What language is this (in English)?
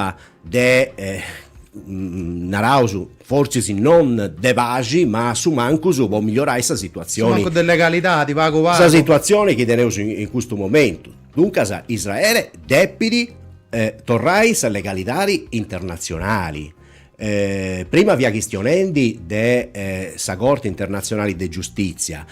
Sardinian